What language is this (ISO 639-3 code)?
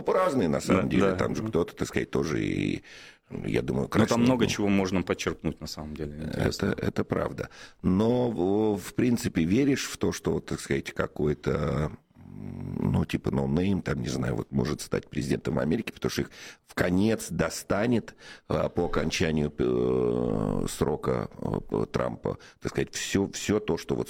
rus